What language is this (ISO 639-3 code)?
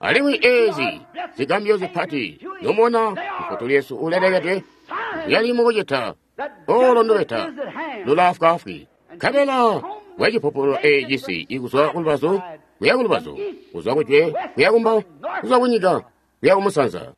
toi